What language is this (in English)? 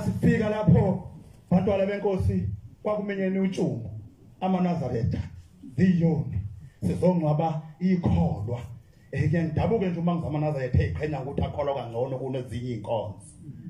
Zulu